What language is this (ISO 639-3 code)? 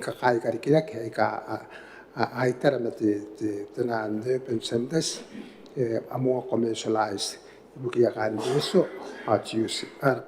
gil